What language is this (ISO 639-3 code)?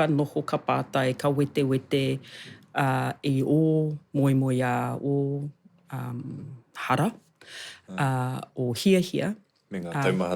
mri